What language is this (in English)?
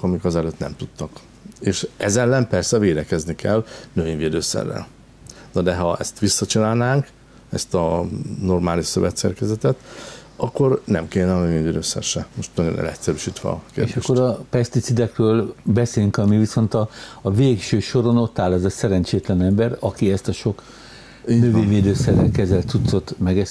Hungarian